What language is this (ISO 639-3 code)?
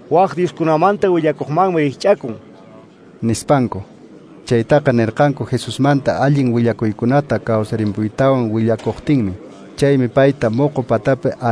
que